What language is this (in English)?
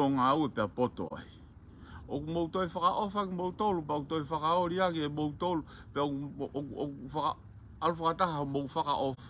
Tongan